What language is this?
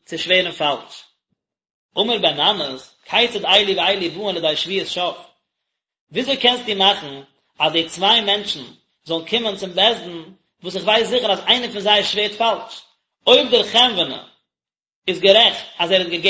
Yiddish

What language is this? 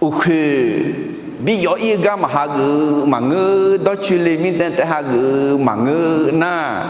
Akha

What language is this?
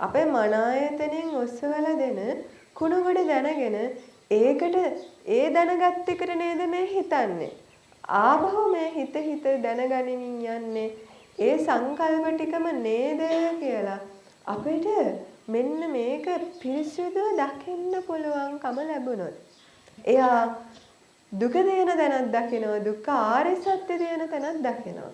Sinhala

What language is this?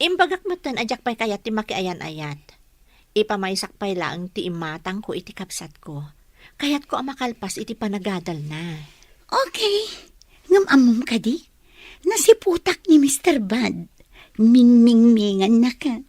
Iloko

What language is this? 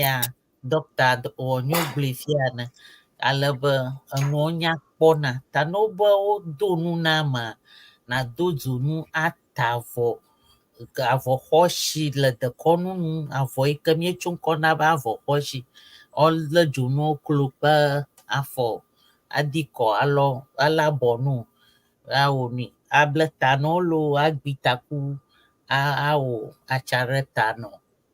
Ewe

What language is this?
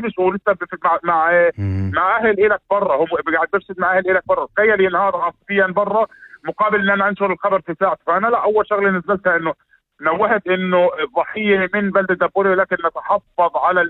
North Levantine Arabic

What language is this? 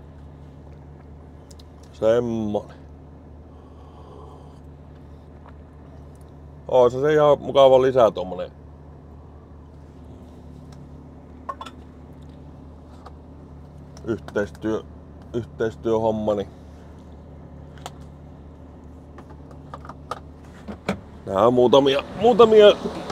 Finnish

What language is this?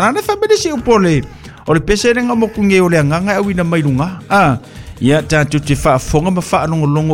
Samoan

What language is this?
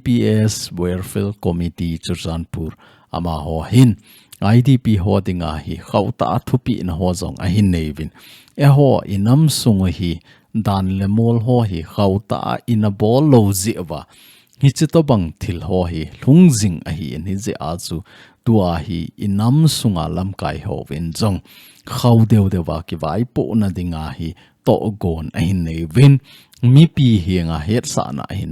Thado Chin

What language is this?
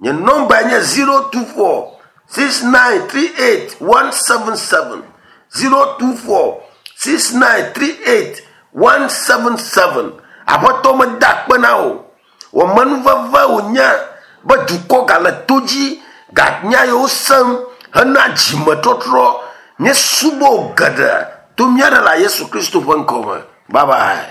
Ewe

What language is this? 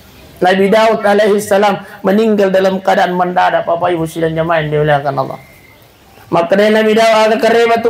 Buginese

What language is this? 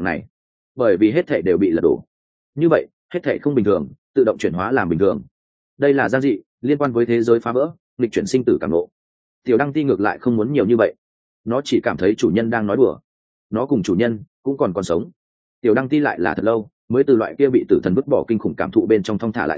Vietnamese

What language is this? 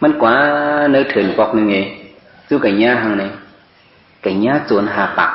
Shan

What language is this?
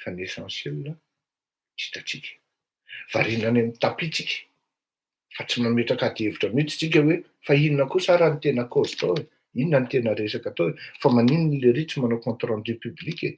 Malagasy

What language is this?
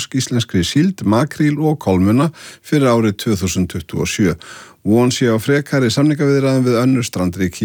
Icelandic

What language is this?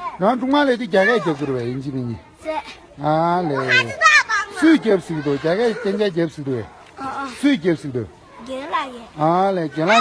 Tibetan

